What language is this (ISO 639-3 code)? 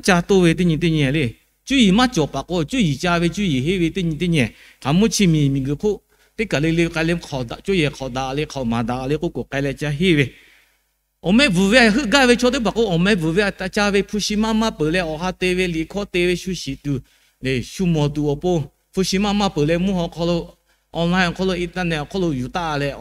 lhu